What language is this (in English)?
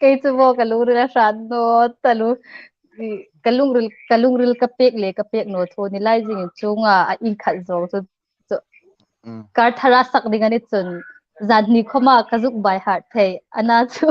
Hmar